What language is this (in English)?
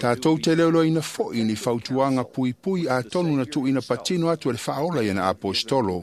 Samoan